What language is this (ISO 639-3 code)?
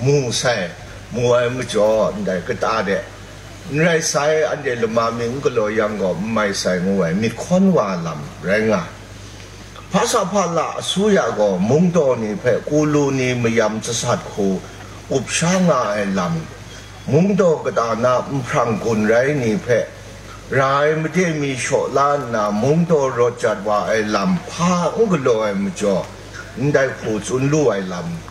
kac